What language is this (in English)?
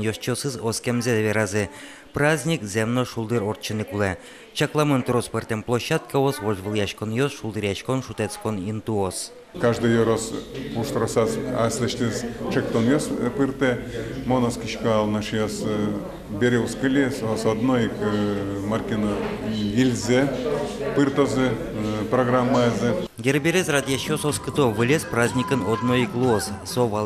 Udmurt